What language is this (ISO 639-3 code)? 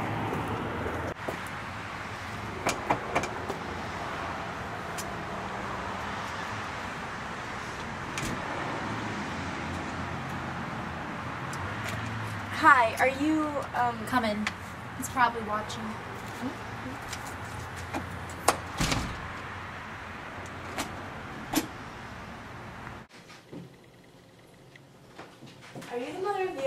eng